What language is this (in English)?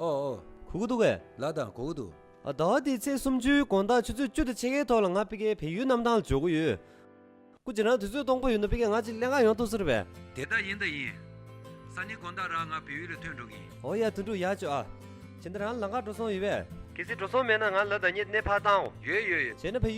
Tibetan